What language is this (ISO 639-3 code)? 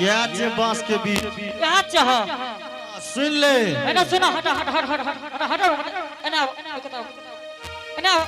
anp